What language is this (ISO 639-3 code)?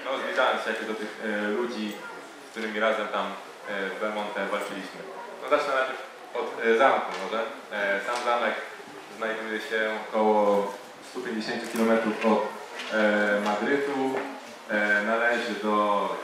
pol